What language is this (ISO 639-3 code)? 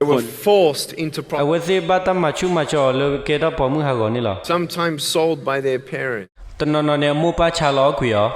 ksw